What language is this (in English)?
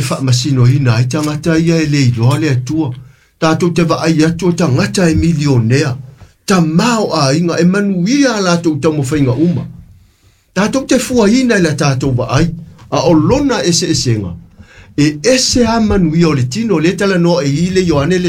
Samoan